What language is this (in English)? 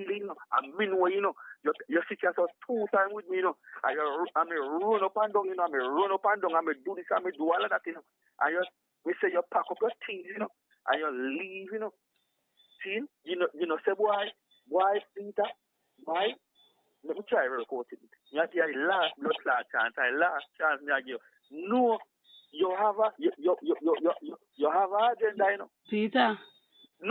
Jamaican Creole English